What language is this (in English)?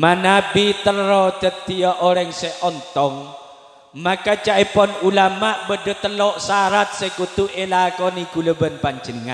Madurese